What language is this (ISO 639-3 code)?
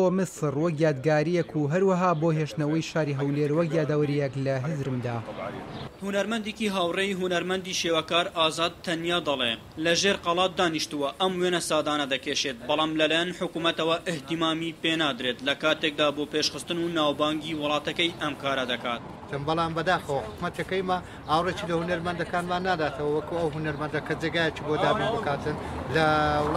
ckb